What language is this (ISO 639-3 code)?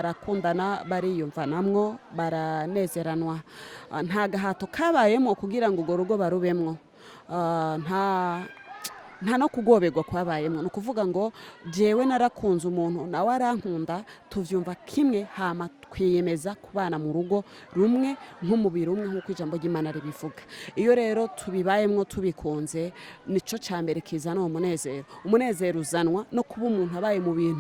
run